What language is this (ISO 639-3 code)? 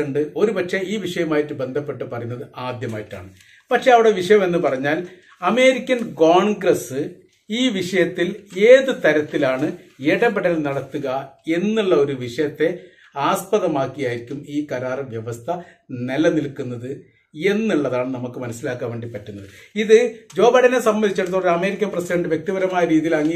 mal